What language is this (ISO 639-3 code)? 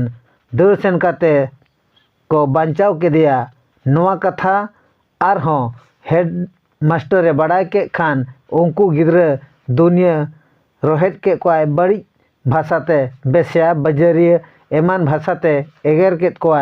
sat